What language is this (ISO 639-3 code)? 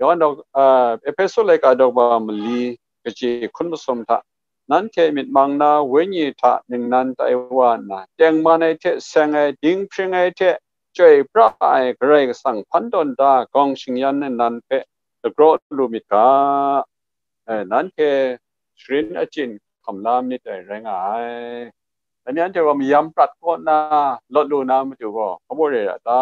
kac